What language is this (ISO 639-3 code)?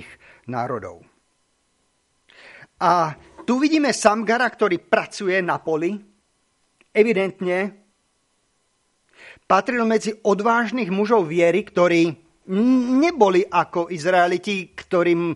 slk